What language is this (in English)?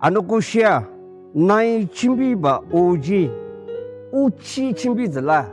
Ao Naga